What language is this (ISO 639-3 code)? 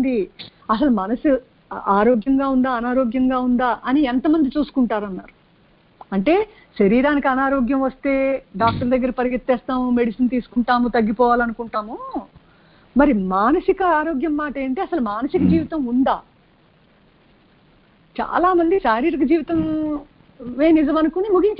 tel